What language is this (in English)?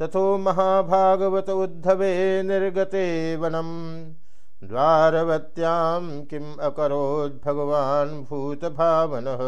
Sanskrit